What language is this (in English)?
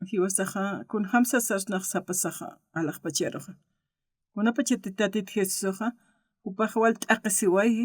Aymara